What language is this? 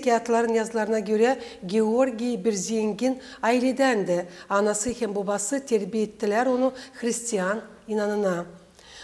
Gagauz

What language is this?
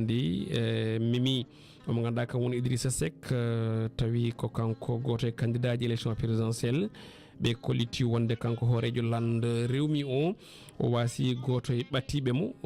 Fula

